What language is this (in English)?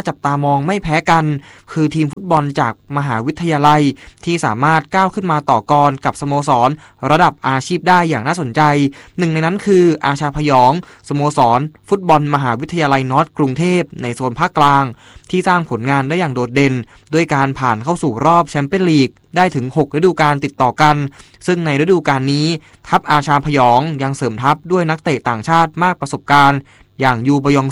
Thai